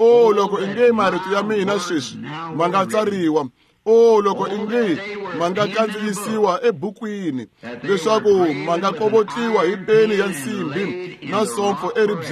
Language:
Tsonga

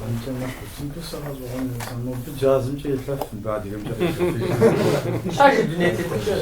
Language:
Kabardian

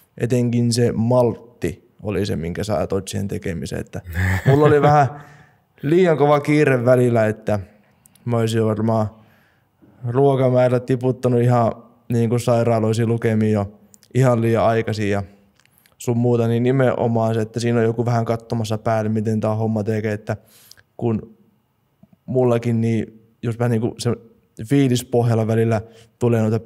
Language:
Finnish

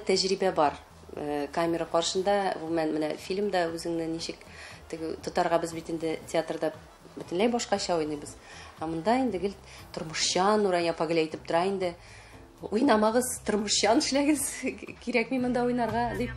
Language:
Tatar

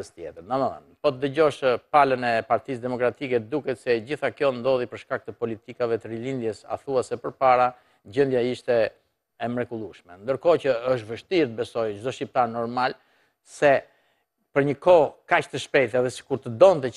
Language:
Albanian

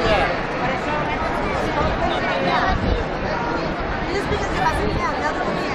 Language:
Catalan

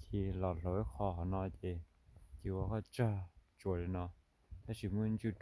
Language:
Hmong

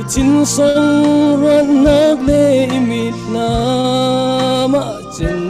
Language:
Falam Chin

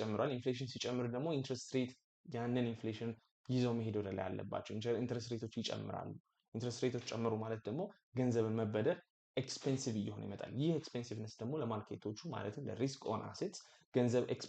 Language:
Amharic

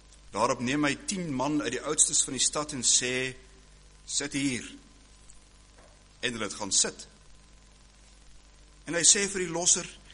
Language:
Afrikaans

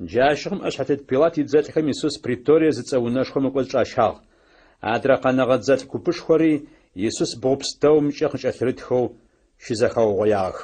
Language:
Adyghe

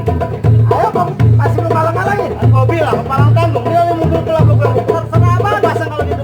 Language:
Betawi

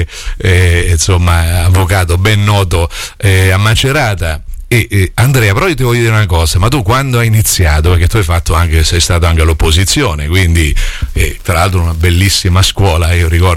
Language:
Italian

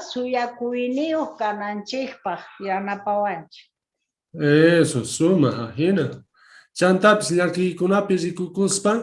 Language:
South Bolivian Quechua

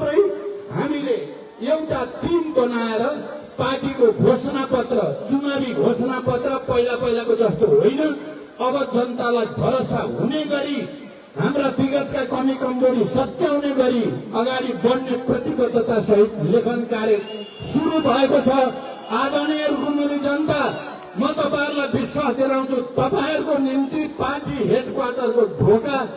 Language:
Nepali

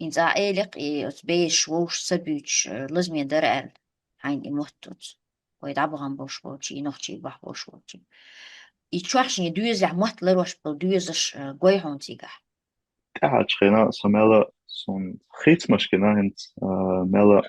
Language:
Chechen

